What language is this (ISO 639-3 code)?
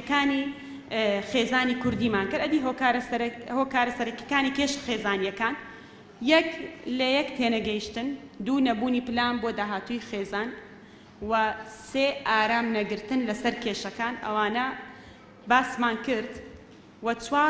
ckb